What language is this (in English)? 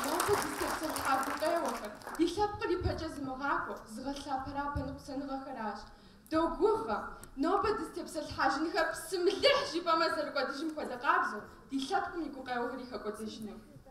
Kabardian